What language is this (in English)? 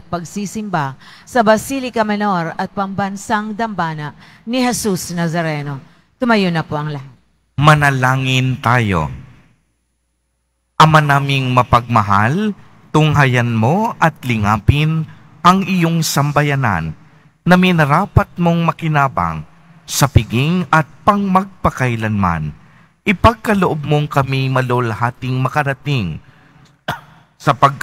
Filipino